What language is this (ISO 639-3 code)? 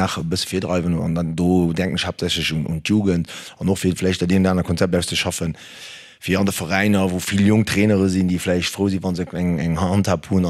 ltz